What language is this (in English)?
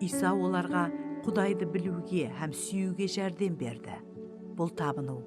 Kara-Kalpak